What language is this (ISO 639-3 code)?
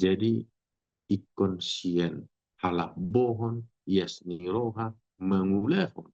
bbc